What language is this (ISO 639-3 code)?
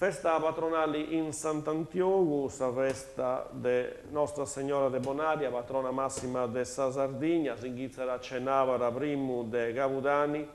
srd